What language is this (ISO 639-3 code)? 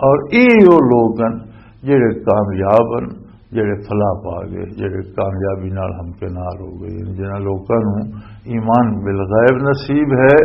lah